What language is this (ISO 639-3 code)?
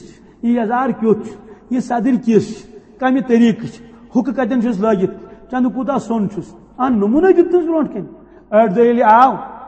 kas